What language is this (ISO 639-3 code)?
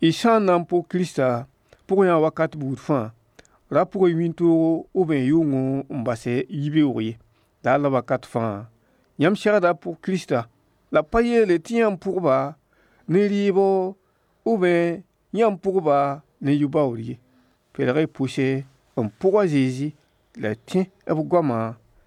mos